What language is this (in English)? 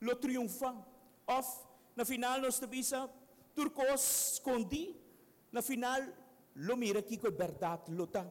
Papiamento